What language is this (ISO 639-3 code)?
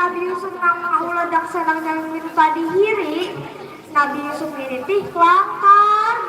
bjn